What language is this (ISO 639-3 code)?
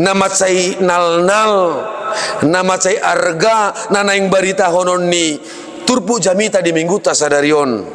bbc